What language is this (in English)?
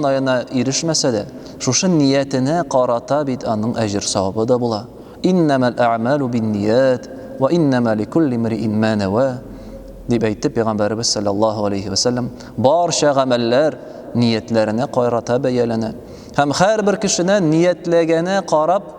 Tatar